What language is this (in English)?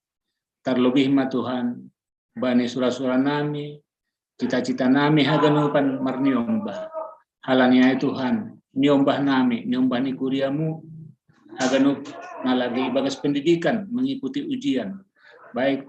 Batak Simalungun